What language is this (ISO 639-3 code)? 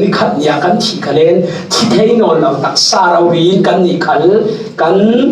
cfm